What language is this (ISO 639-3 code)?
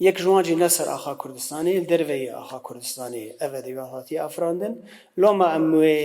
kur